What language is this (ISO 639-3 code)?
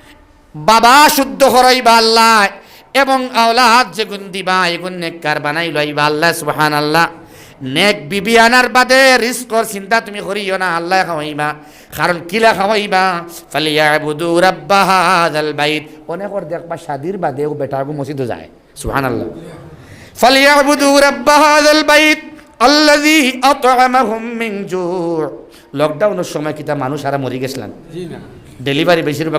syl